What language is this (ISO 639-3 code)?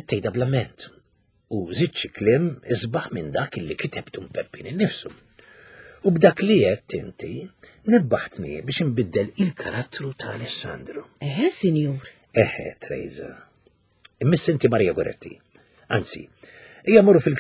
mlt